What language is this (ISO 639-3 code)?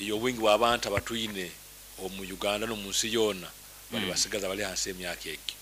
nyn